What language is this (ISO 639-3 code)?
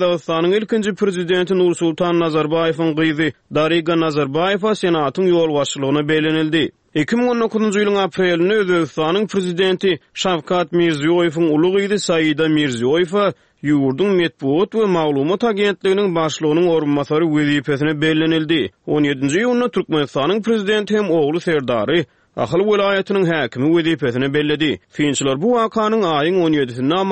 tuk